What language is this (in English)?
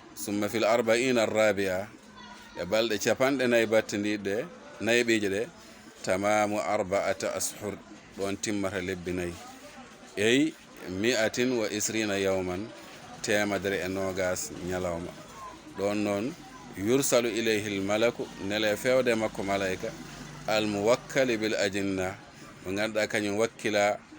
Fula